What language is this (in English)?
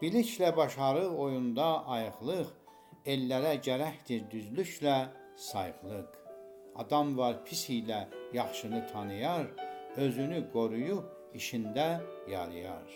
South Azerbaijani